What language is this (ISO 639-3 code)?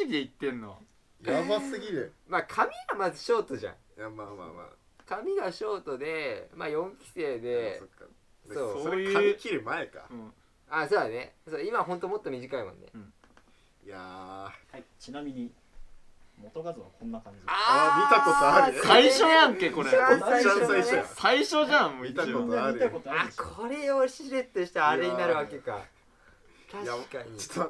jpn